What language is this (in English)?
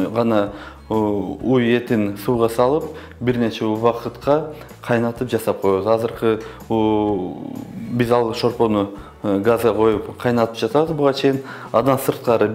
Kyrgyz